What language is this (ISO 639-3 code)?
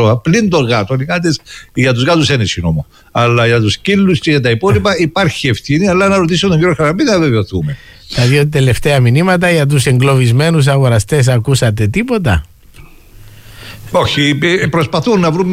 ell